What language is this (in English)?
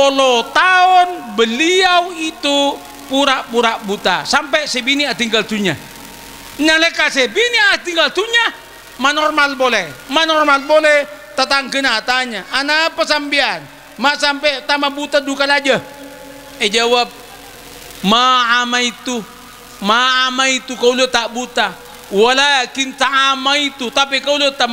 Madurese